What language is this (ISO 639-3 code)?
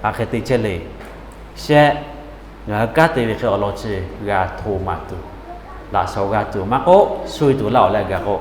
lhu